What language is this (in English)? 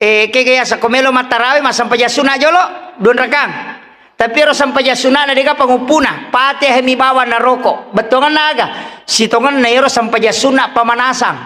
Buginese